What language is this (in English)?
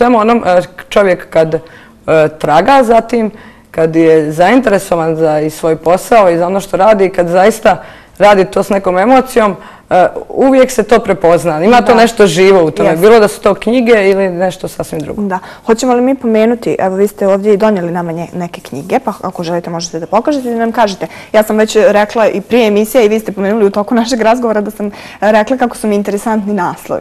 Bosnian